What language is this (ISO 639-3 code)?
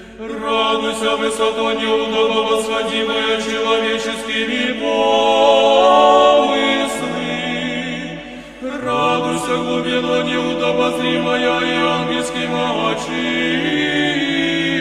chu